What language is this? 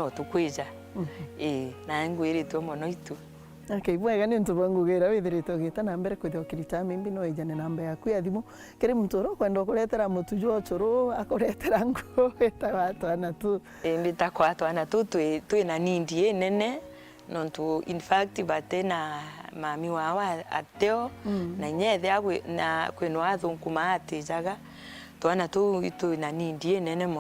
Meru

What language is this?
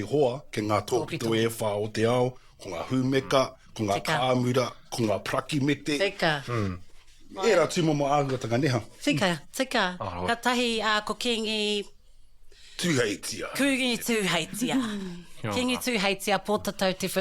Māori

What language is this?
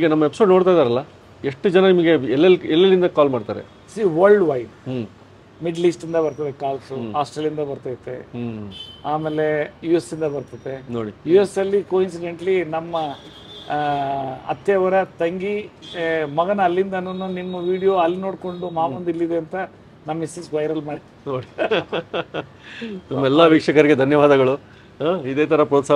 Kannada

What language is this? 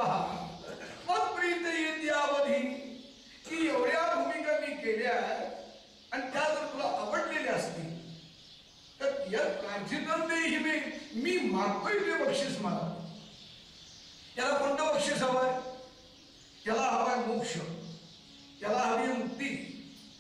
Marathi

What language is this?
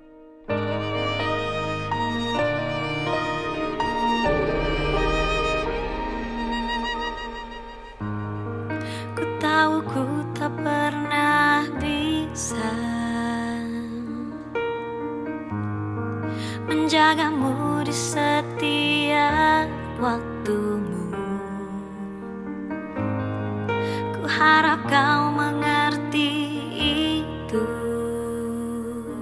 Indonesian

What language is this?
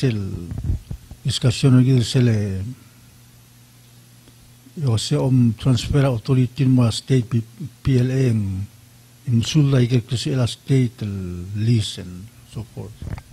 Palauan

